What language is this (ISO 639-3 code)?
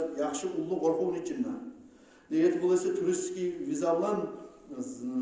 kum